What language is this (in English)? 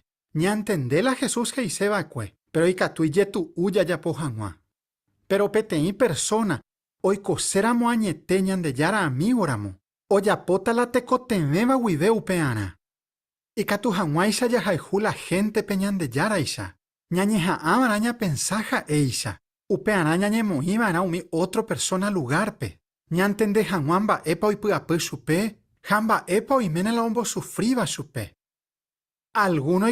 Guarani